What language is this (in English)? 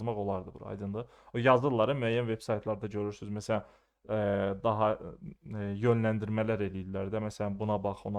Azerbaijani